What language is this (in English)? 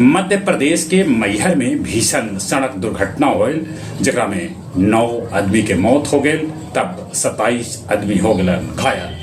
Magahi